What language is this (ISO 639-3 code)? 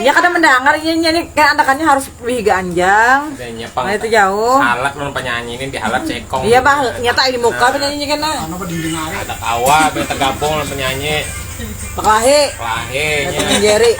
bjn